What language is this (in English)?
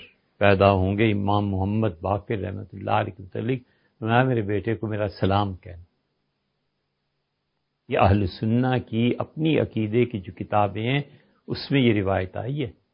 Urdu